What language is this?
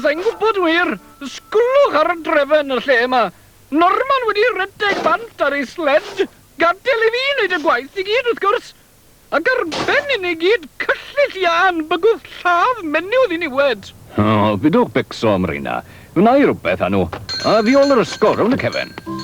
Welsh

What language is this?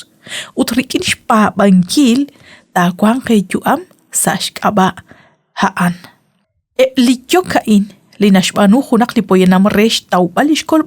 Kekchí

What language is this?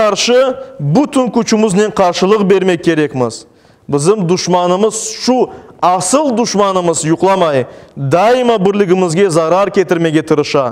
Crimean Tatar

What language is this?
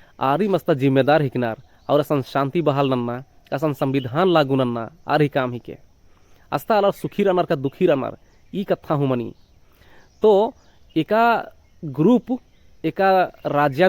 Kurukh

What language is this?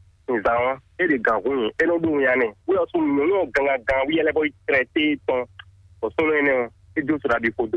Fon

